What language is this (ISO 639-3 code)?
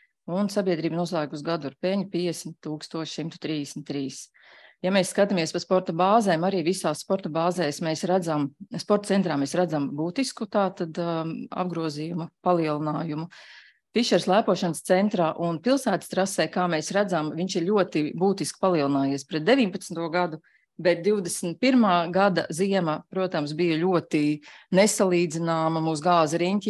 lav